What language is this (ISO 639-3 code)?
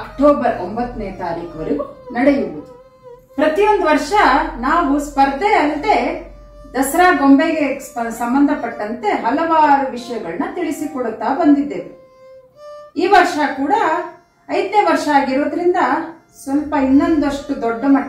kan